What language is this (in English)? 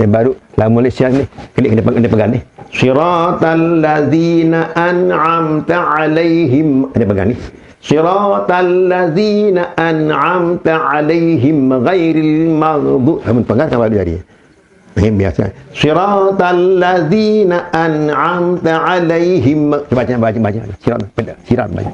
Sasak